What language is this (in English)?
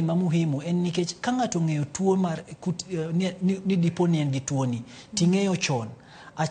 Luo (Kenya and Tanzania)